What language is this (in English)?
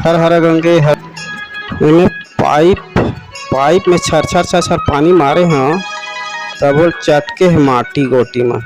Chhattisgarhi